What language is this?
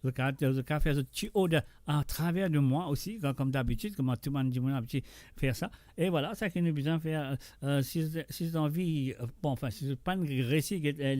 Morisyen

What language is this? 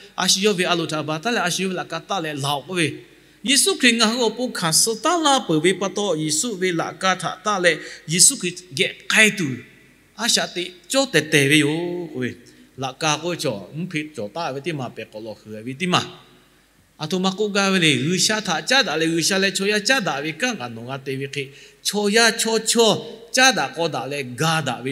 Lahu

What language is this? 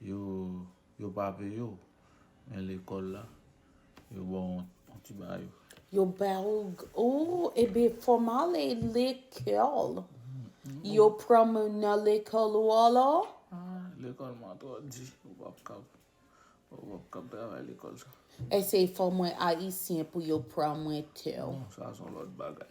Haitian Creole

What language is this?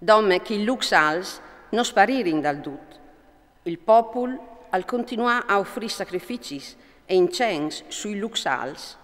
Friulian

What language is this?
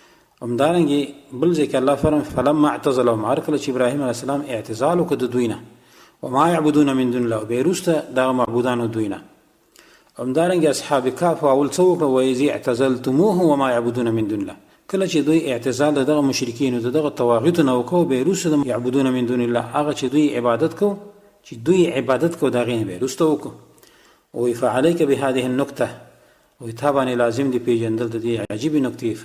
Pashto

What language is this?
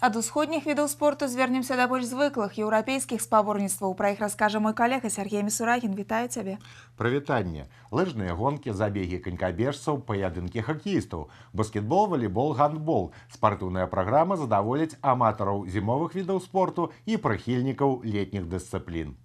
Belarusian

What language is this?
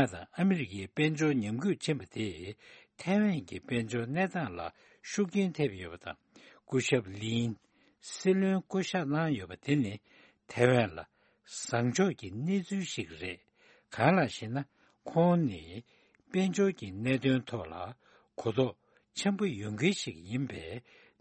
Tibetan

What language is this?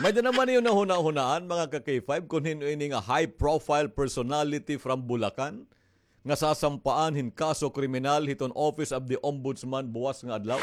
Waray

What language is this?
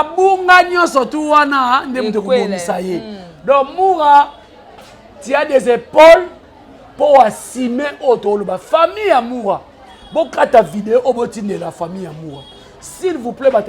Lingala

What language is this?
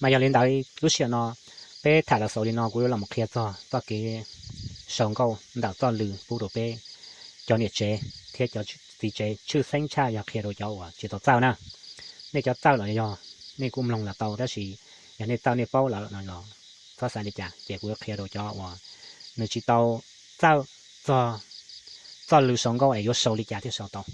Hmong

